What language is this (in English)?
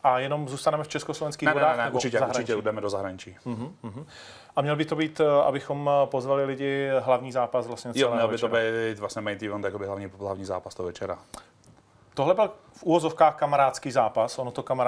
Czech